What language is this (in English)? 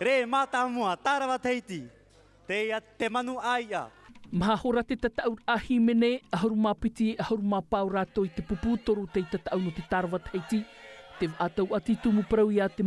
Tahitian